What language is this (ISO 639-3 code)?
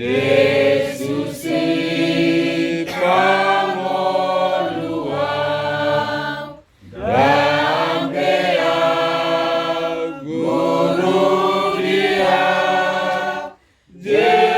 bbc